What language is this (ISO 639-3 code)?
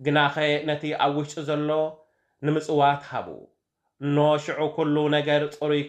tir